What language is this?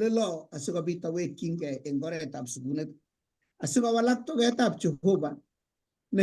Kalenjin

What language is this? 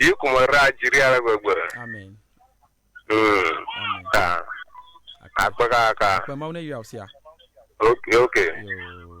Ewe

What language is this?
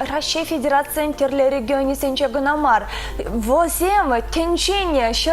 Chuvash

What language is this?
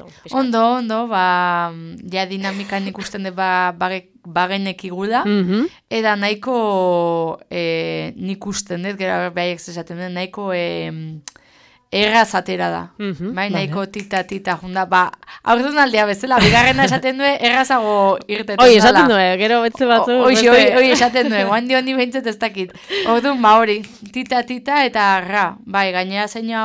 Basque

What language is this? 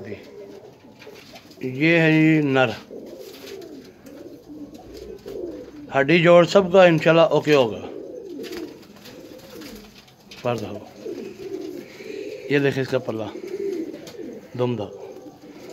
Hindi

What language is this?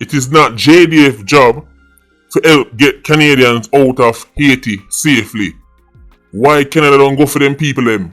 Jamaican Creole English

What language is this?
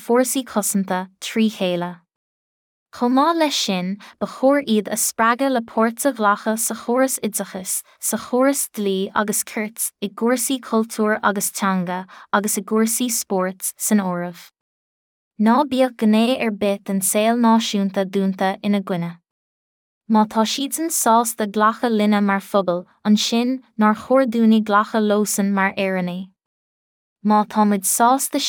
Irish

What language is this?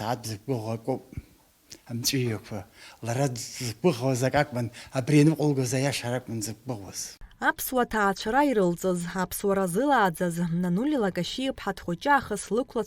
Abkhazian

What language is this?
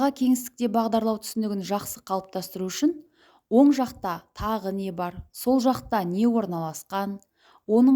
Kazakh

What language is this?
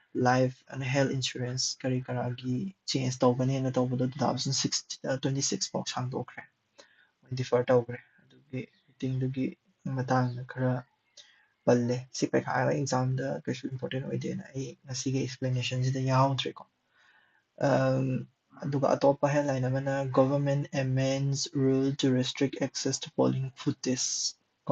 Manipuri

